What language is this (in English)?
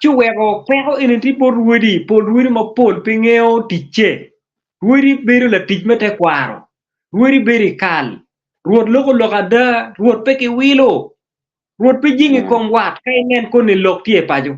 Acoli